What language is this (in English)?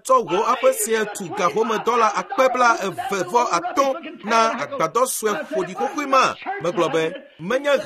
Ewe